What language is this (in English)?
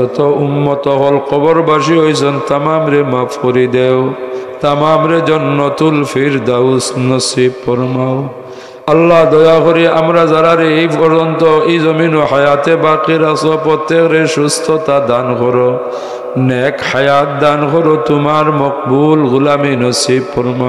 Sylheti